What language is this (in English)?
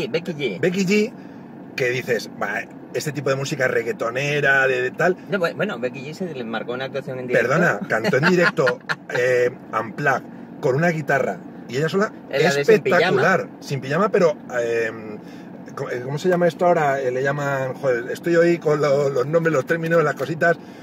Spanish